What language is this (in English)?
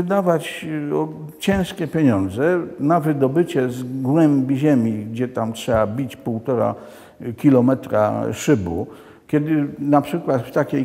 Polish